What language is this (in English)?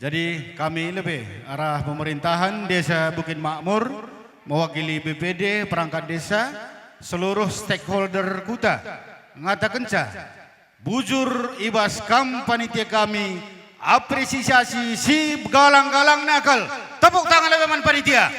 Batak Karo